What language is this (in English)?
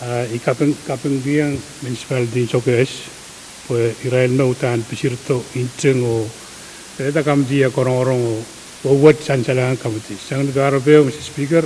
Pohnpeian